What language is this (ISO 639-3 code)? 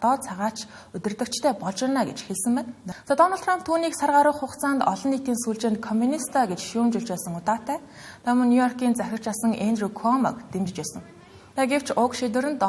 mon